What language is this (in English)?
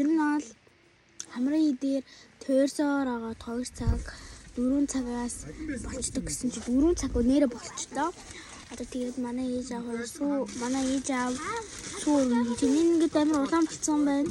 Mongolian